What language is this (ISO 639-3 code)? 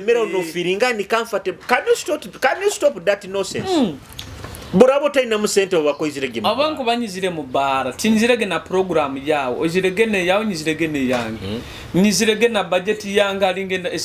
nyo